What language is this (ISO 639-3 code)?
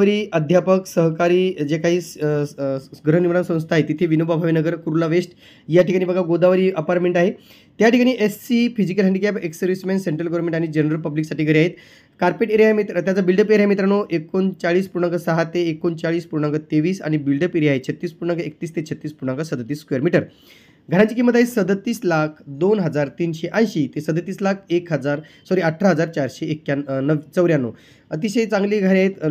mar